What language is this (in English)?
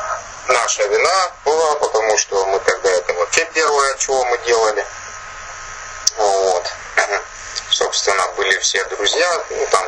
Russian